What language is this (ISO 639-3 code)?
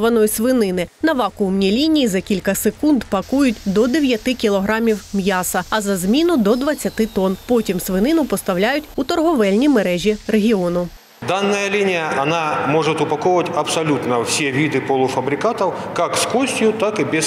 ukr